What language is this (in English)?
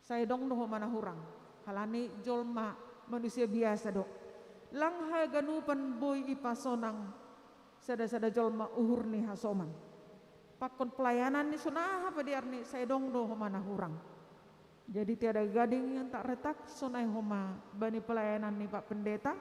Batak Simalungun